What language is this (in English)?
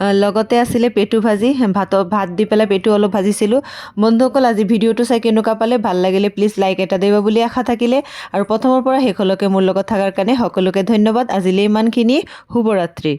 Assamese